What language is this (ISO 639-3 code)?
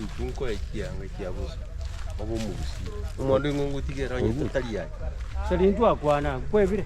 guz